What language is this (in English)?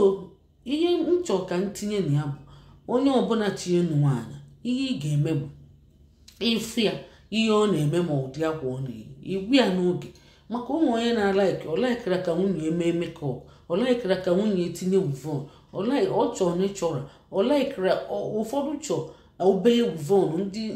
Igbo